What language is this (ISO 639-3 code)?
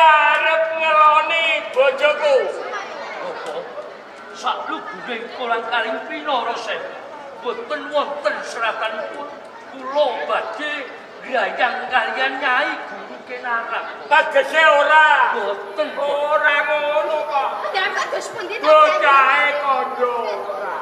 jav